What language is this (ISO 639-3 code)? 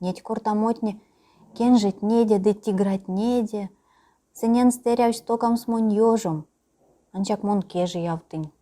myv